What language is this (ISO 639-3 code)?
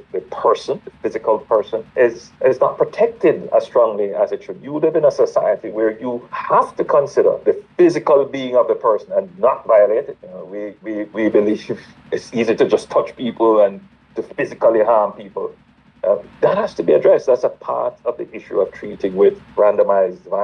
jam